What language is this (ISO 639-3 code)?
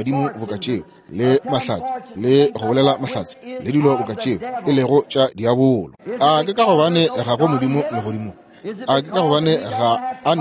nso